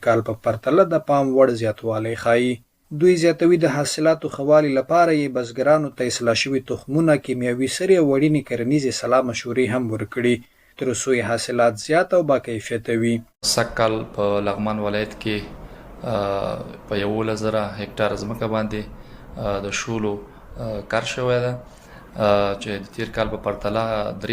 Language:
Pashto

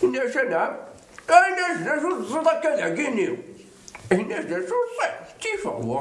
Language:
Kabyle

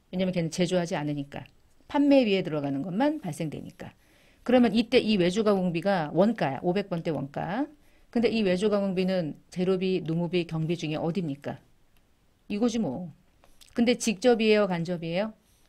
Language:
Korean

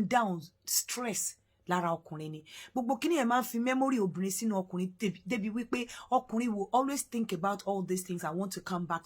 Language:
Yoruba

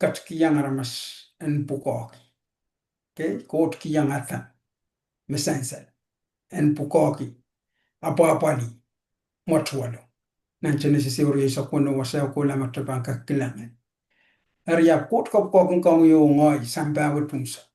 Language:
Pohnpeian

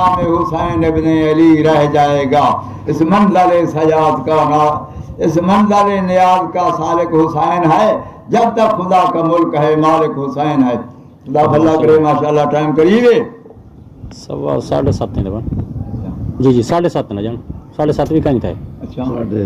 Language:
Saraiki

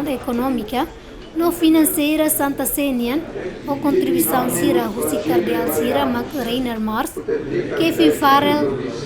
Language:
Tetum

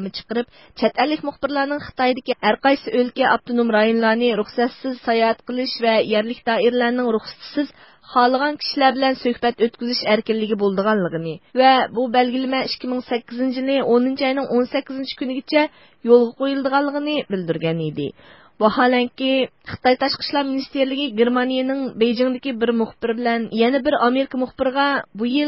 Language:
Uyghur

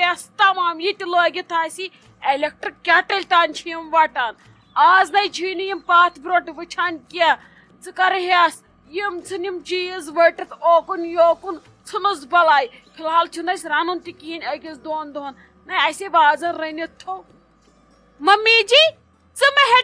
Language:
Kashmiri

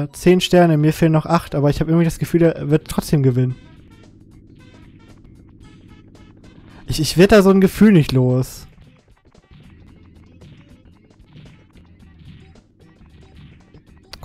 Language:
German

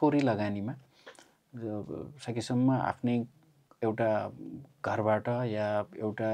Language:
Nepali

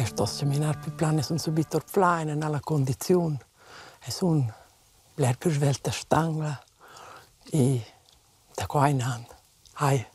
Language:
Romansh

